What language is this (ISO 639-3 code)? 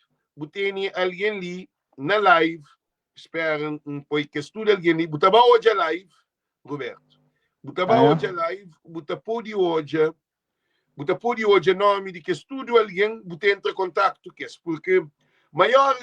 kea